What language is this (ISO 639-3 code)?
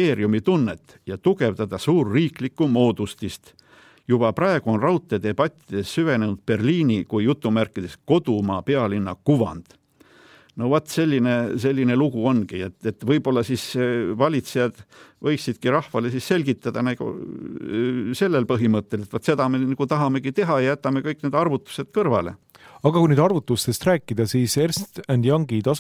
est